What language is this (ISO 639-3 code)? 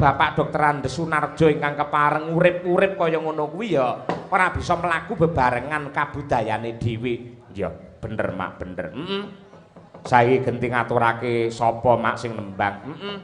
jav